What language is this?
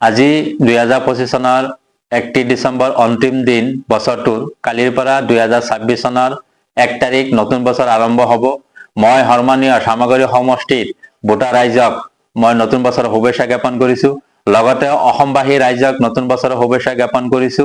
Assamese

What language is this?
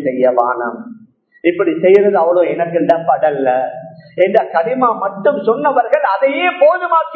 Tamil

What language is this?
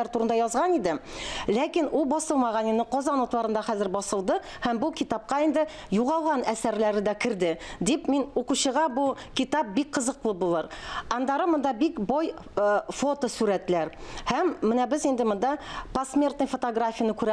Tatar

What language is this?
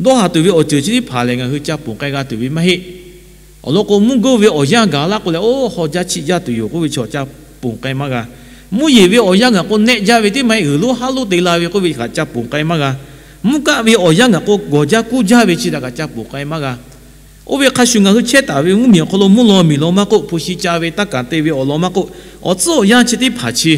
Lahu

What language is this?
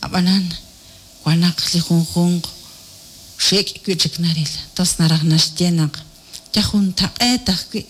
Kekchí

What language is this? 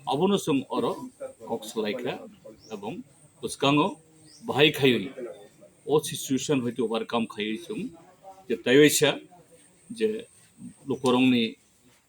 Kok Borok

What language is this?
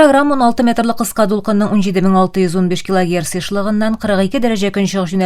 Tatar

